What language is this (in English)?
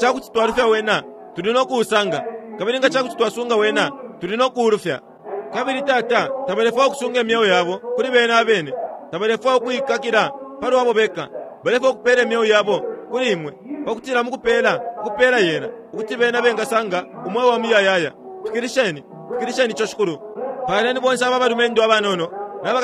Bemba